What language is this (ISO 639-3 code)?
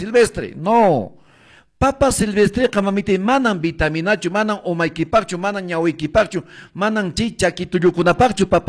que